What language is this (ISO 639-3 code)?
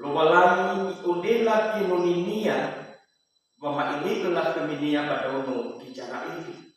nia